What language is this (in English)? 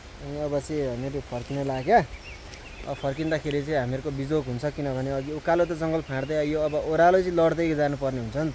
Nepali